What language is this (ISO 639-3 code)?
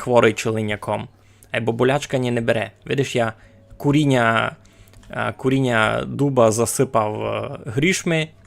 rue